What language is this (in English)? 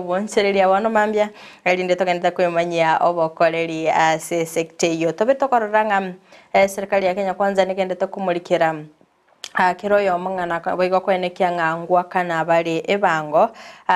Gusii